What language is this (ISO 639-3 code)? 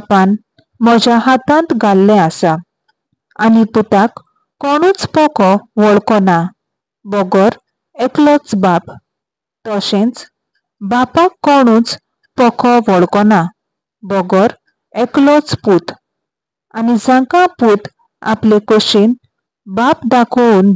kok